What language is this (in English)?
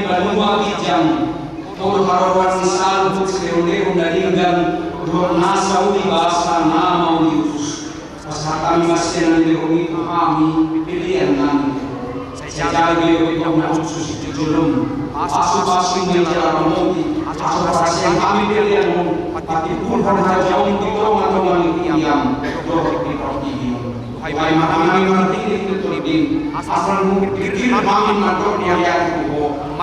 Batak Toba